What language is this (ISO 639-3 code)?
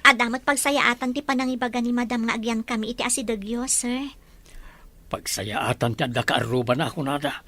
ilo